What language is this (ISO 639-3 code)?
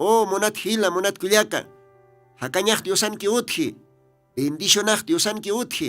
aym